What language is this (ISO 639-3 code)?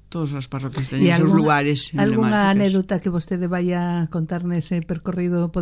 glg